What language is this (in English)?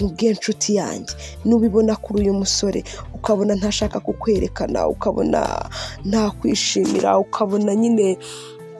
Kinyarwanda